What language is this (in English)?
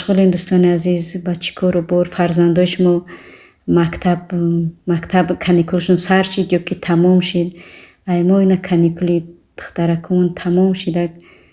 Tajik